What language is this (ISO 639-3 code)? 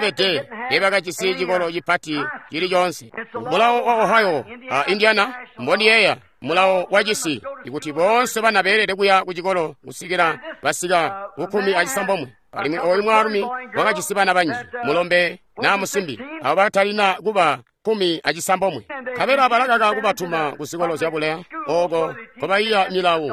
toi